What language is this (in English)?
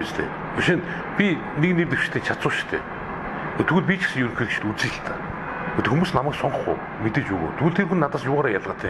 Mongolian